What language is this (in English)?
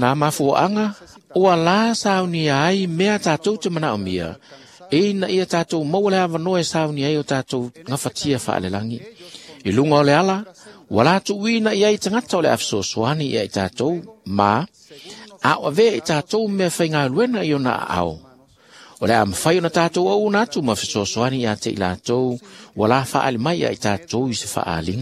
Samoan